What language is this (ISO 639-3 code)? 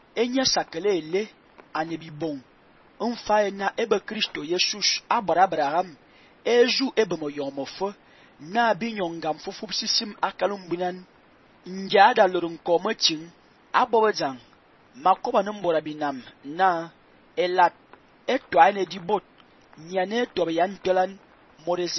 fan